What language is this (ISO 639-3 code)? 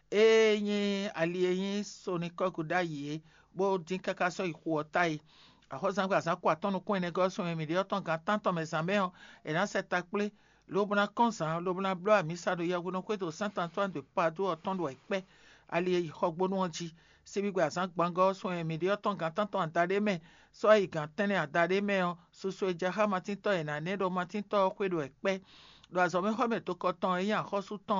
fon